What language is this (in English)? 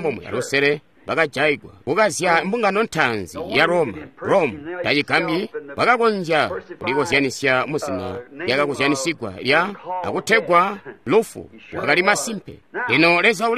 Tonga (Zambia)